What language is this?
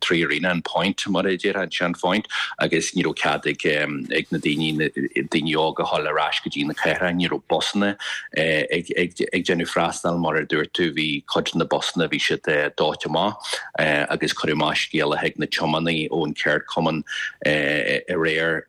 Irish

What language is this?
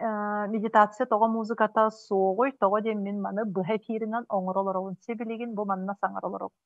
Yakut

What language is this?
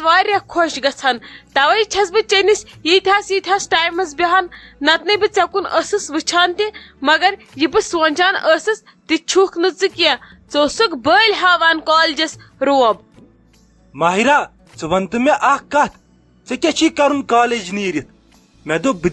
Kashmiri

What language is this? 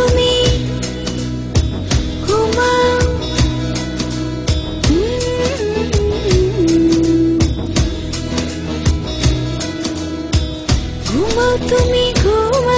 Bangla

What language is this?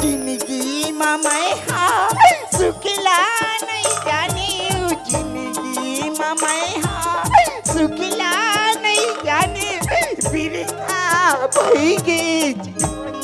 Chhattisgarhi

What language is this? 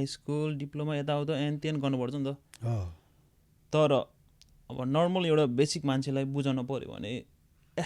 Nepali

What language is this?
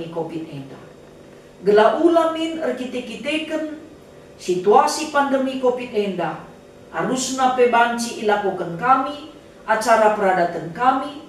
Batak Karo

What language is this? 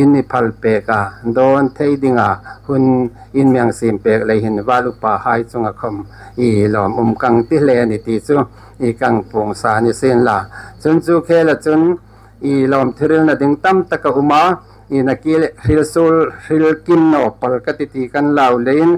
Hmar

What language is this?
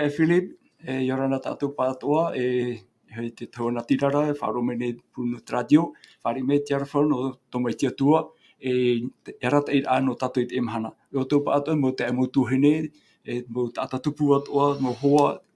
Tahitian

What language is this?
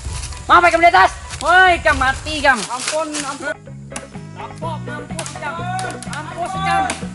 Banjar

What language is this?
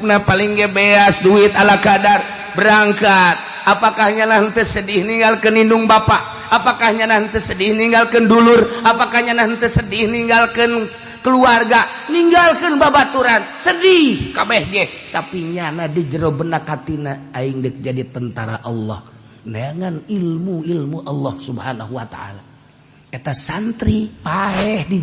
Sundanese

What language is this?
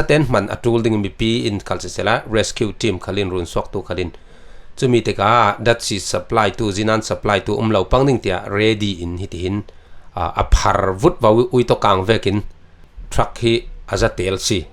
Falam Chin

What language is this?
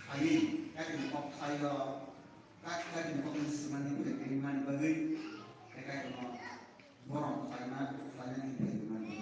Kok Borok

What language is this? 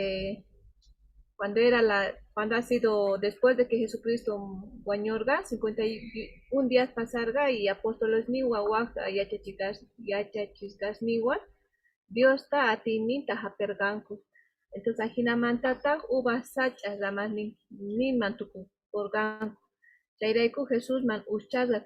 Quechua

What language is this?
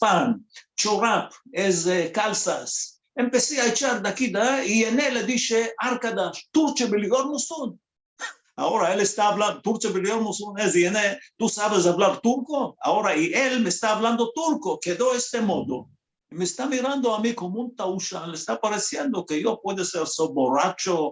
Ladino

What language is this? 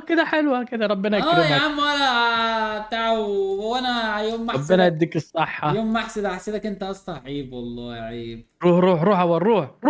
Egyptian Arabic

